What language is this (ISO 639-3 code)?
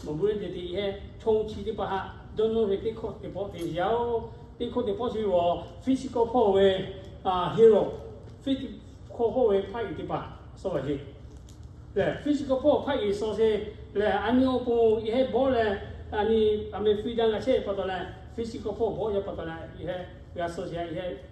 lhu